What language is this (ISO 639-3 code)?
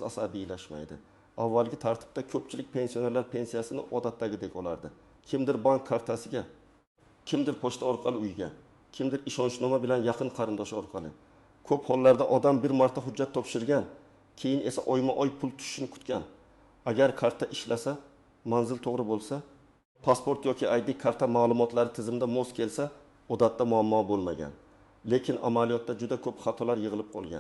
uzb